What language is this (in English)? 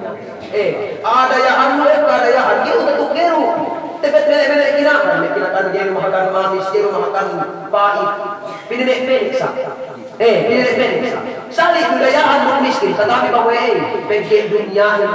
Yakan